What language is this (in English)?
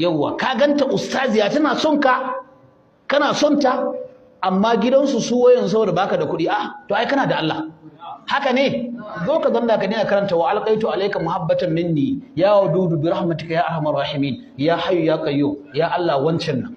Hausa